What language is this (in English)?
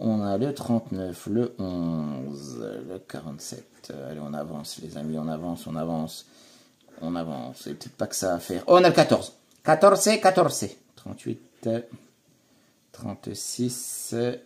French